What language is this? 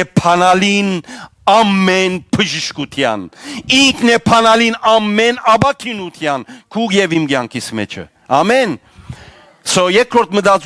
Western Armenian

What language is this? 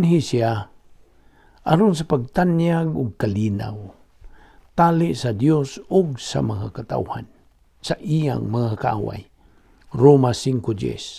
Cebuano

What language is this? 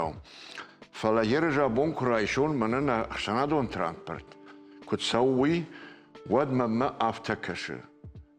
Ossetic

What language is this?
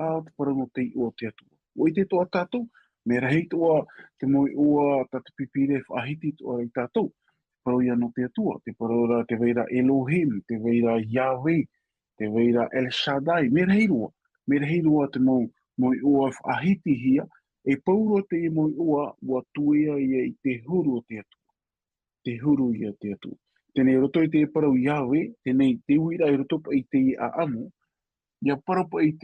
Tahitian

